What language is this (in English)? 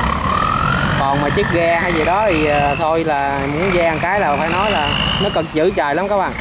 Vietnamese